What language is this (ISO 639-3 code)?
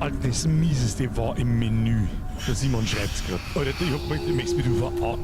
bar